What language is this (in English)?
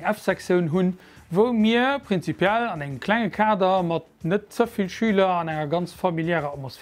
Luxembourgish